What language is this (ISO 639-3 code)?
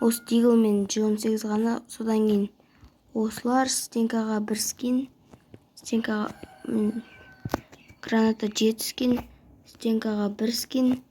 kaz